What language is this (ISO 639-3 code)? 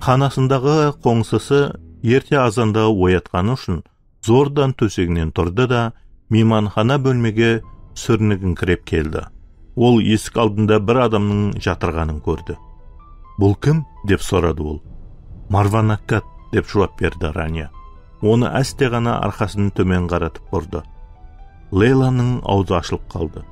kaa